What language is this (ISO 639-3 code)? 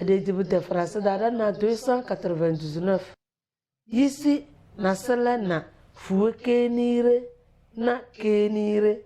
kdh